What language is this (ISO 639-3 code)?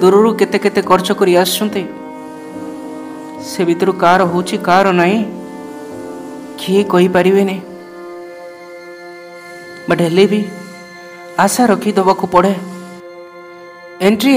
ori